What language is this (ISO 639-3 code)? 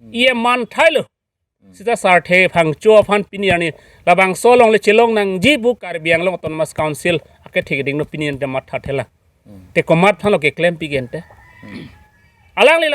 mjw